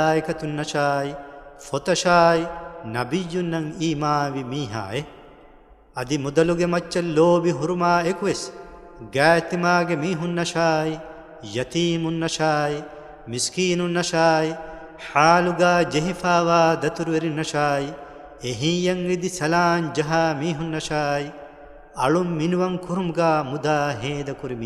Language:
Divehi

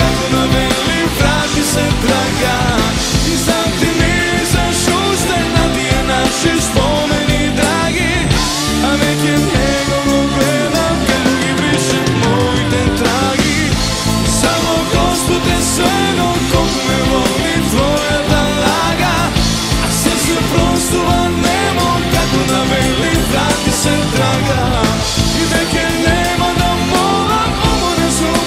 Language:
Macedonian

